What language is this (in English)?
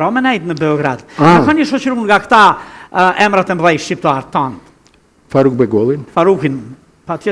Albanian